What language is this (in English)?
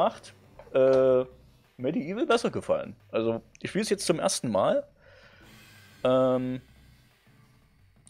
German